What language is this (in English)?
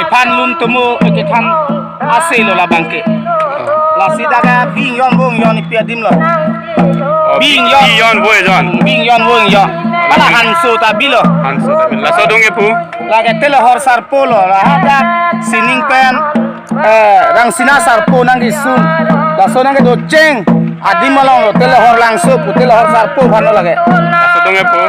Karbi